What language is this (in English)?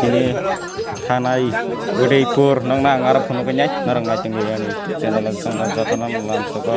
Kok Borok